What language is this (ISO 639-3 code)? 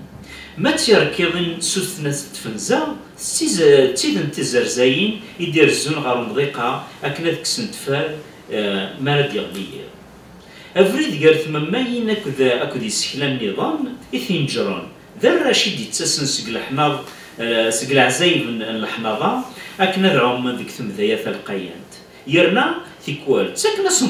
kab